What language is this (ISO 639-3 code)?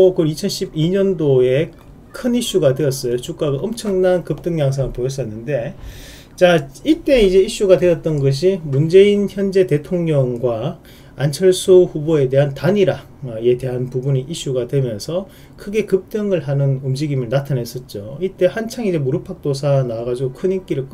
kor